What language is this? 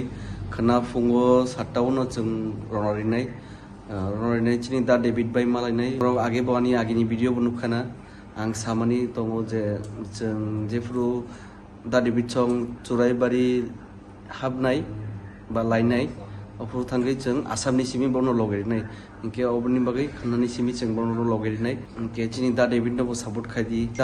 Kok Borok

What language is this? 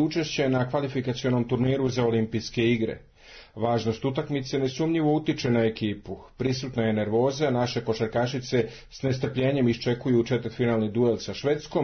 Serbian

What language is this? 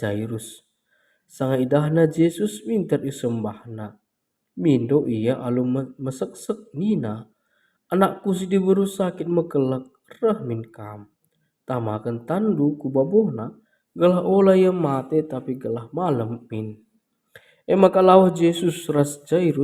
Batak Karo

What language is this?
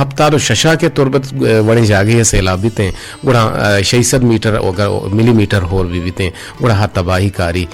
Eastern Balochi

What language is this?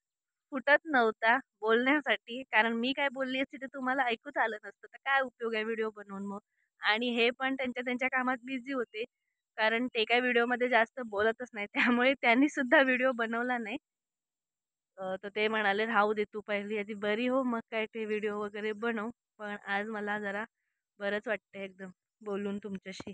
Marathi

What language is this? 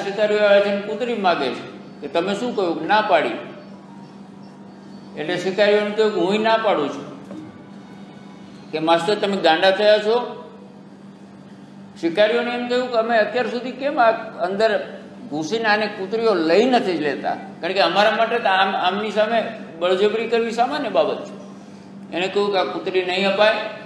Gujarati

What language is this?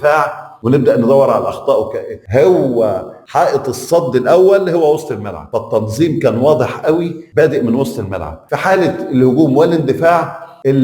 Egyptian Arabic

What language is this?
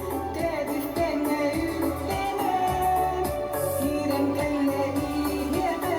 Yakut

